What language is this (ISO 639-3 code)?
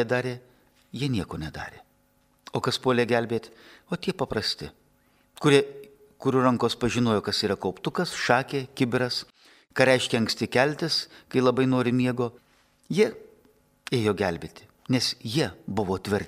lit